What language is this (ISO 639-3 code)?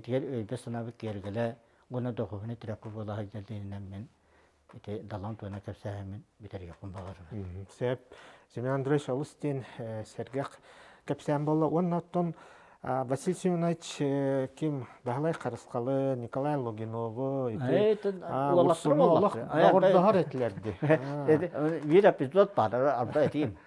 sah